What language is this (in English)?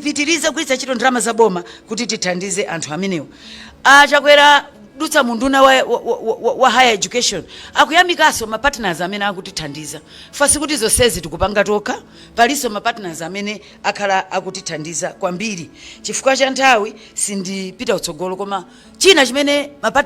Nyanja